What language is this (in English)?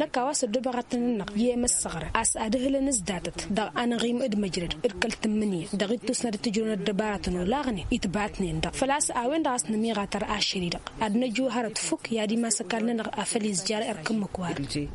Tamasheq